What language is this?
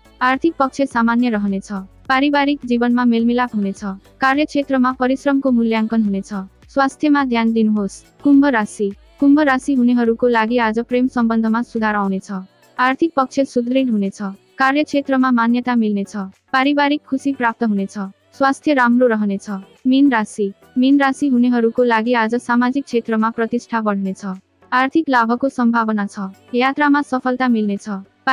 Nepali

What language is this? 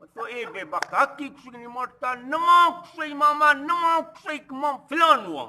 Eastern Balochi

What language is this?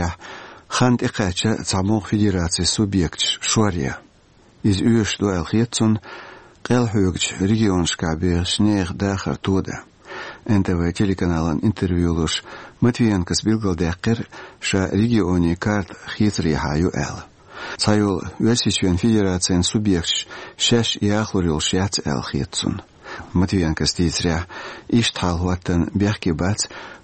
Chechen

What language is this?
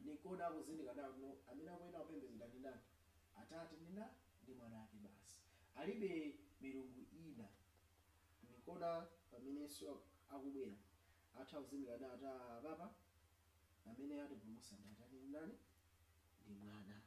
Nyanja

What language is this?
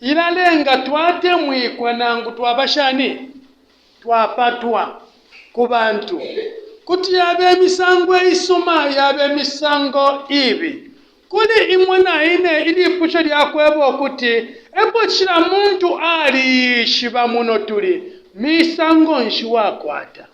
Bemba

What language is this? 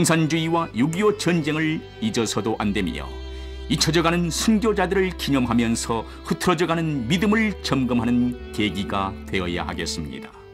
Korean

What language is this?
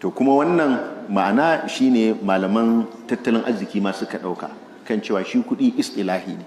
Hausa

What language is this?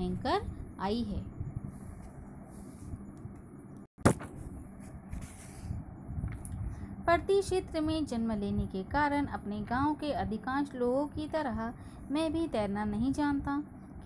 Hindi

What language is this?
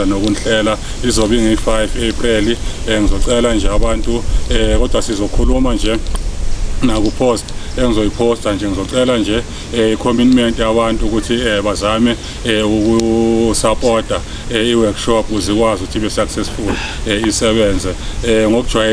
Zulu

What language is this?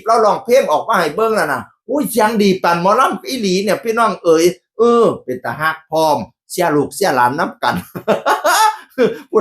Northeastern Thai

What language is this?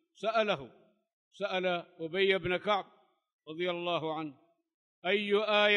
Arabic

